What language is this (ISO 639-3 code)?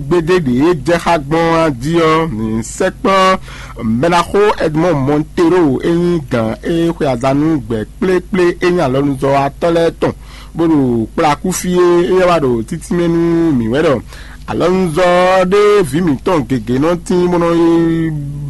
fon